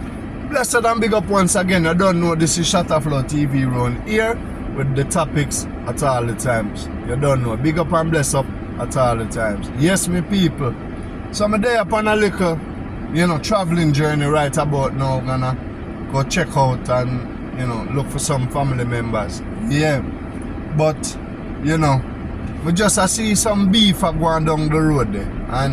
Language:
Jamaican Creole English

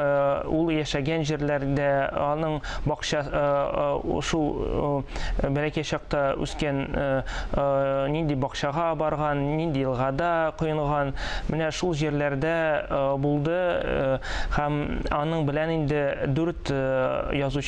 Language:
Tatar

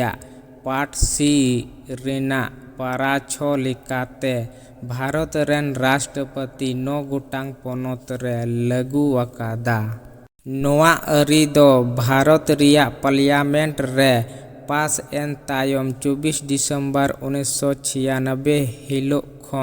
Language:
Santali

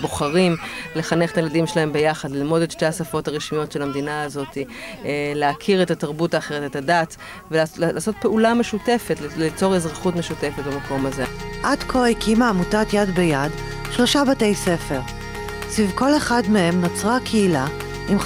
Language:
Hebrew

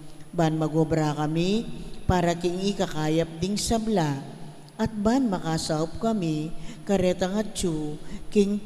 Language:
Pampanga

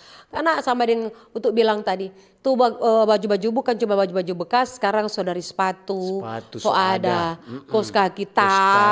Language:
Manado Malay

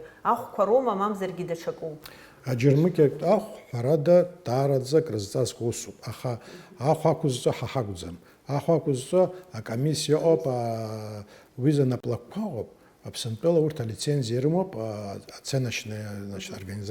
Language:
Abkhazian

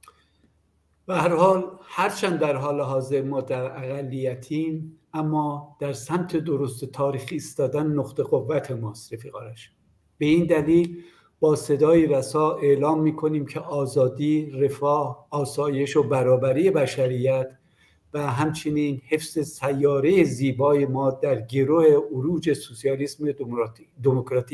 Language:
Persian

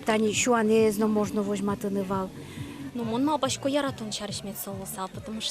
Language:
Udmurt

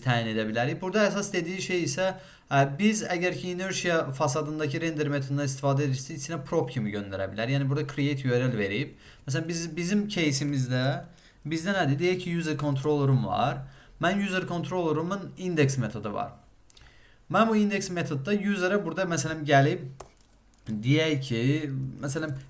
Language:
Azerbaijani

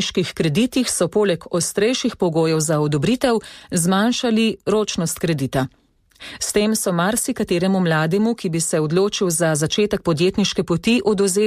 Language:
Slovenian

